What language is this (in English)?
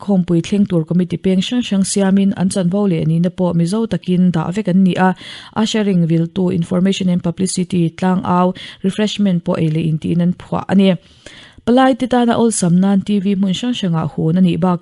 Mizo